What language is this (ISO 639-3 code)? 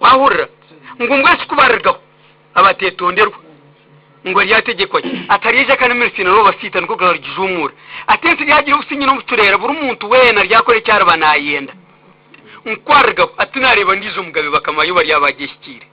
nyn